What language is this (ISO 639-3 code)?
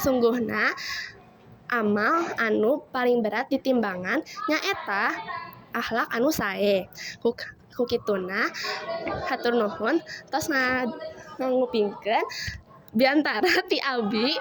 sun